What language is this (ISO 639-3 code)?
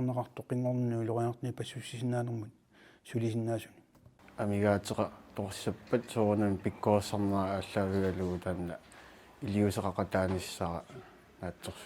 kal